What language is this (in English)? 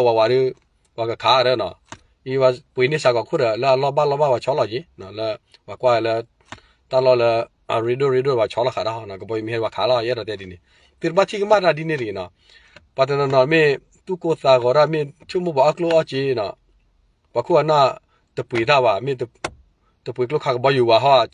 S'gaw Karen